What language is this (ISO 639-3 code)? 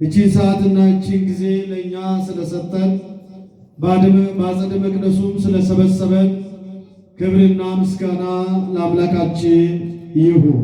amh